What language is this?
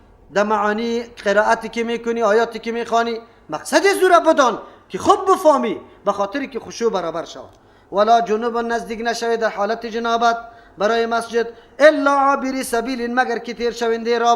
Persian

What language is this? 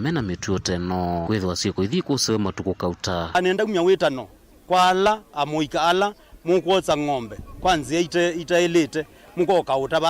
Kamba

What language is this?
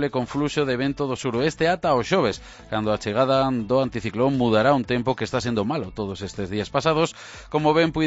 Galician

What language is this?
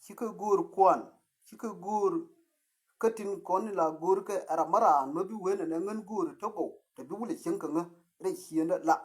Nuer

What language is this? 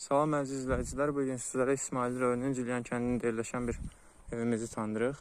Azerbaijani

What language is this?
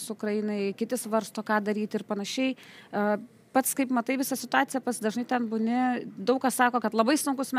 Lithuanian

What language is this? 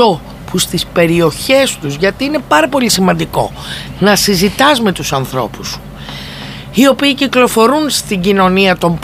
Greek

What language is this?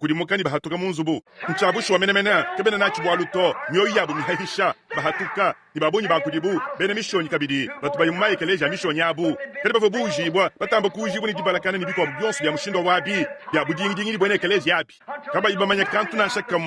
Luba-Lulua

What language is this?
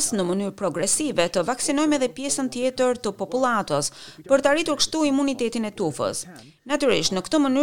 Albanian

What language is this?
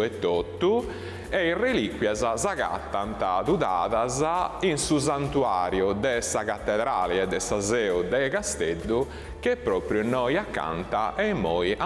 Sardinian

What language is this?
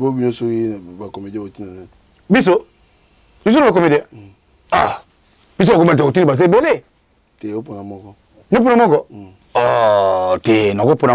Lingala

